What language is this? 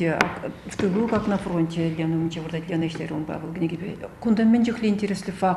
Chuvash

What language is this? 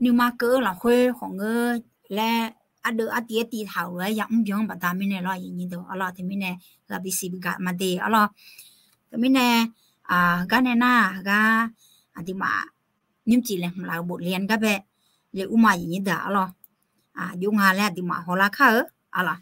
Akha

